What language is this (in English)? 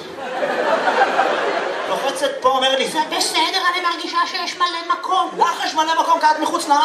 Hebrew